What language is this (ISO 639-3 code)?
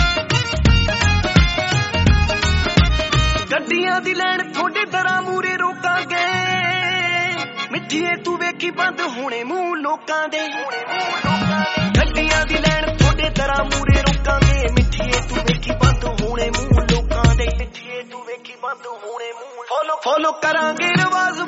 pan